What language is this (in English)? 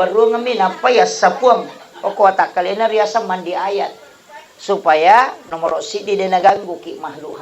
Buginese